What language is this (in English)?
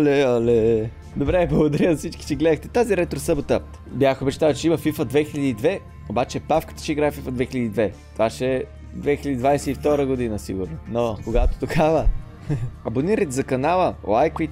Bulgarian